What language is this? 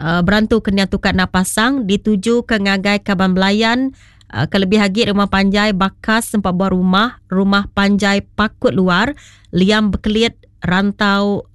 Iban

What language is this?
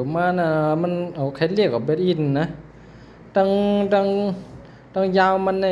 Shan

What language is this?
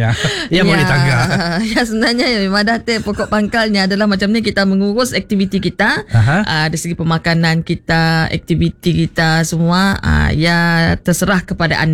Malay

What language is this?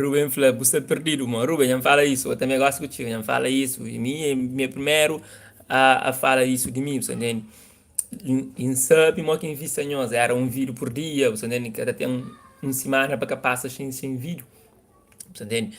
Kabuverdianu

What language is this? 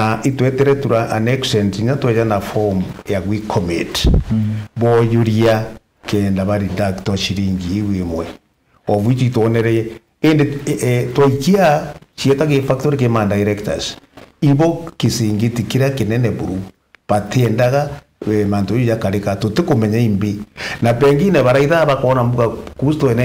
Meru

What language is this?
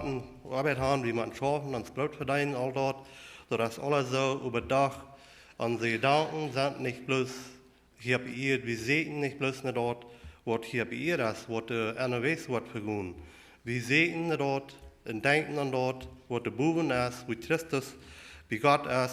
Plautdietsch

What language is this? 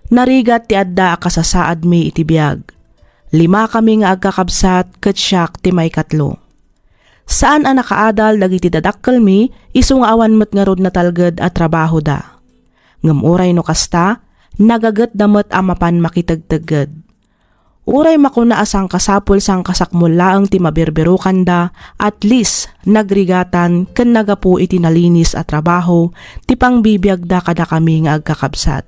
Iloko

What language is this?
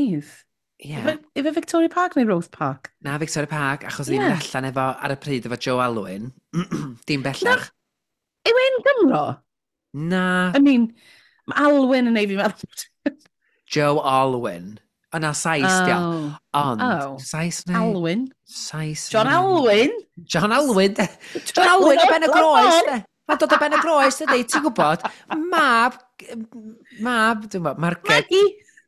Welsh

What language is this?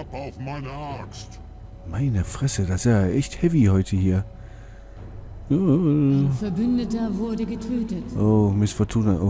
German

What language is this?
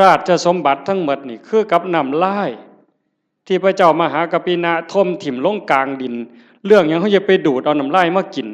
Northeastern Thai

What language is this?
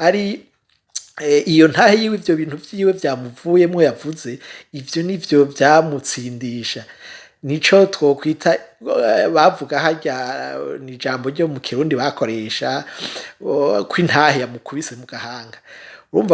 Rundi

